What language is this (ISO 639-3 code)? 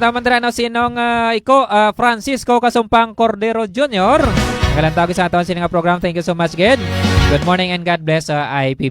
hil